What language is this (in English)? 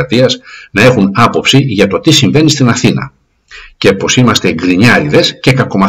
Greek